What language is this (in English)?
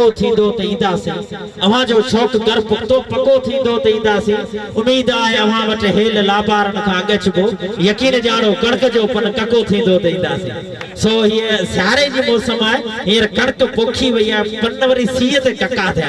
Sindhi